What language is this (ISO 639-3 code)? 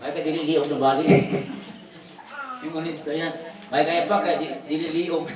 ceb